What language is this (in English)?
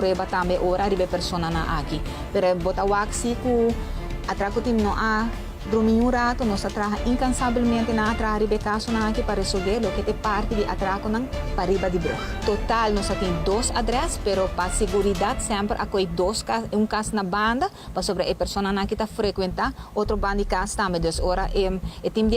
Papiamento